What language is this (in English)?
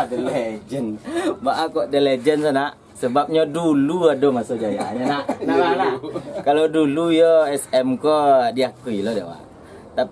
Minangkabau